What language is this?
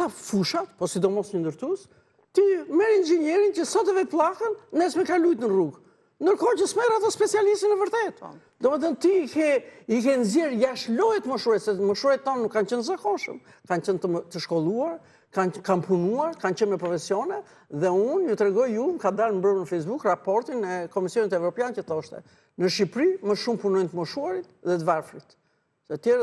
Albanian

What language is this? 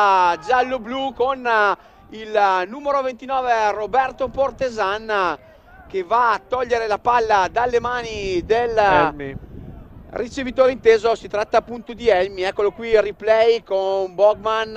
Italian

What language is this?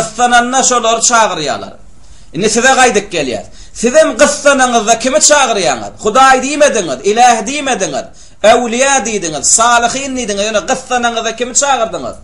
Turkmen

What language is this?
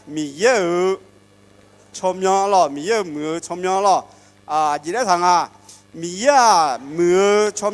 Akha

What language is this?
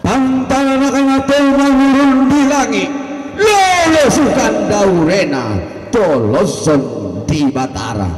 Toraja-Sa'dan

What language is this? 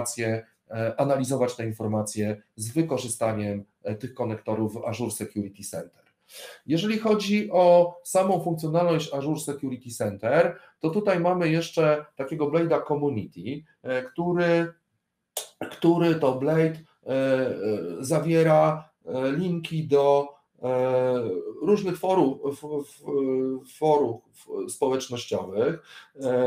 Polish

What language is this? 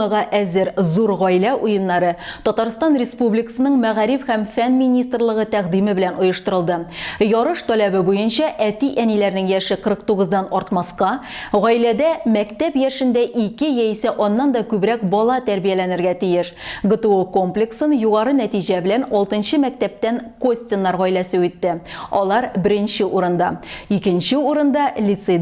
Tatar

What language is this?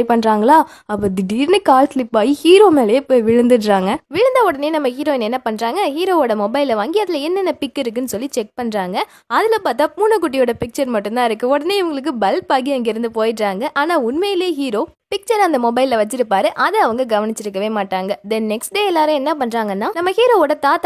Tamil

